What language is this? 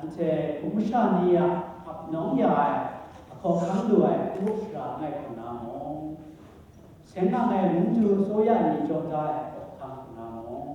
Kachin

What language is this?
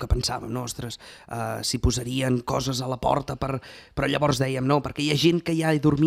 Catalan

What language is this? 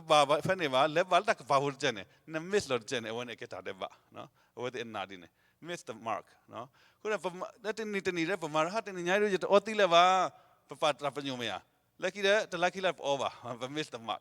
S'gaw Karen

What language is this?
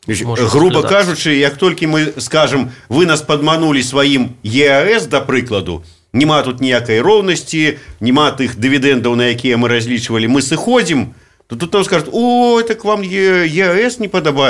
Belarusian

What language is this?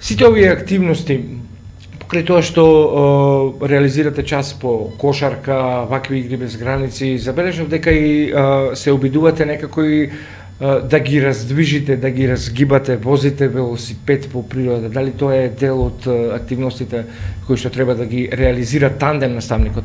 Macedonian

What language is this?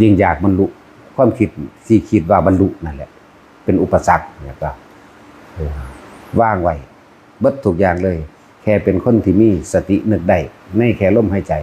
Northeastern Thai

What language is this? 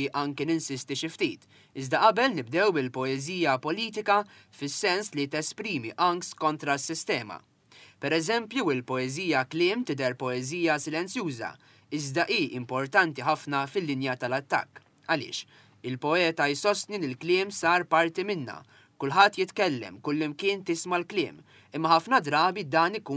Maltese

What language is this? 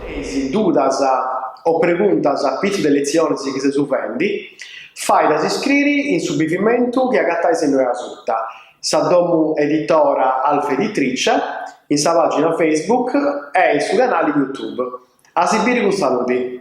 Sardinian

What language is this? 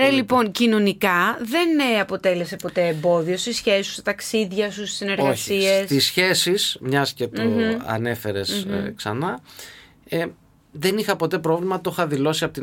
Greek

